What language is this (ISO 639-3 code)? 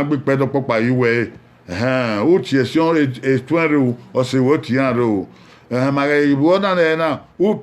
bin